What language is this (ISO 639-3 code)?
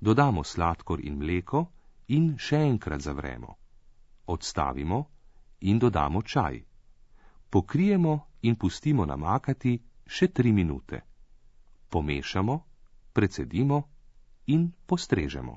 slv